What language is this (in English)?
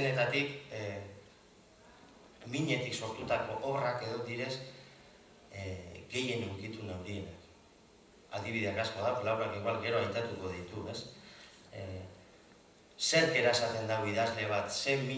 Basque